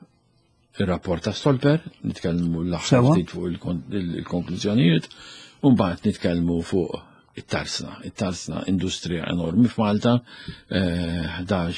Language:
Maltese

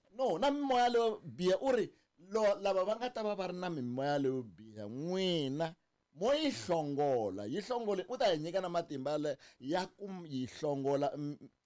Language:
Tsonga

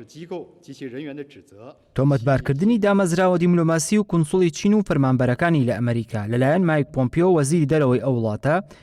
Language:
Central Kurdish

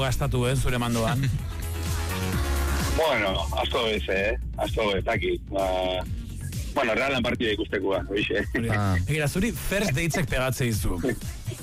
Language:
Basque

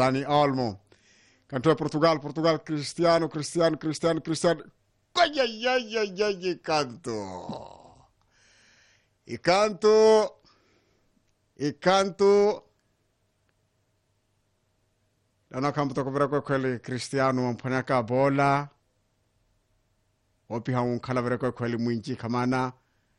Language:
Swahili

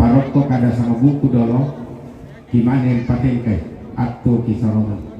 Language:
Toraja-Sa'dan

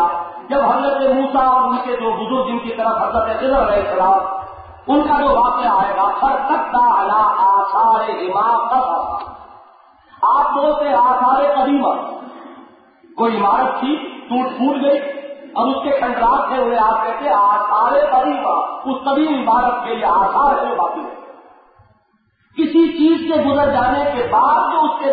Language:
Urdu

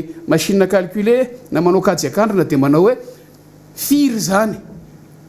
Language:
Malagasy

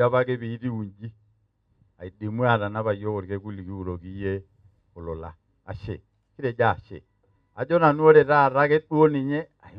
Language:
Masai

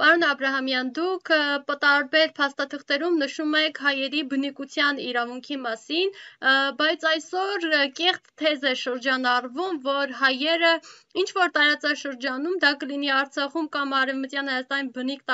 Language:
Armenian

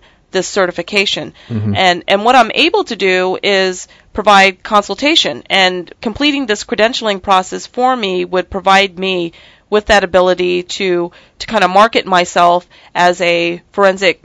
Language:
English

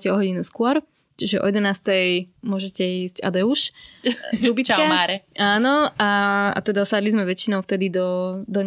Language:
Slovak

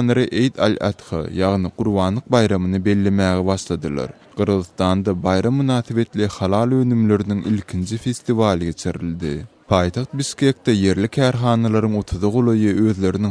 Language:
Turkmen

